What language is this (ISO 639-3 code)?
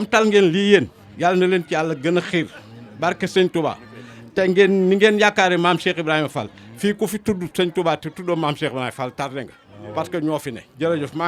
wol